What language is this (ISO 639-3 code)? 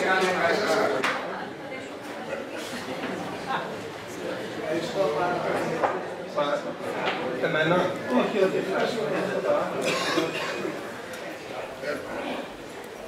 ell